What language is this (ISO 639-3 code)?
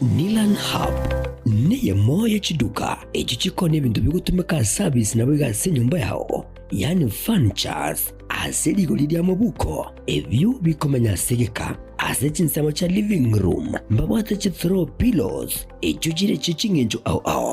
guz